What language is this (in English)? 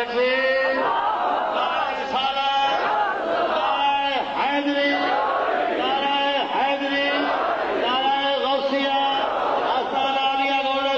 Saraiki